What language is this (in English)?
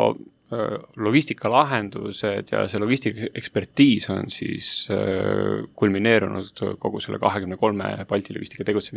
Estonian